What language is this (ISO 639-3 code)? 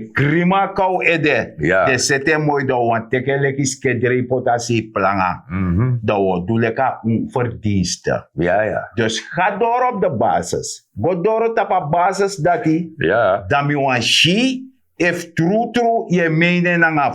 srn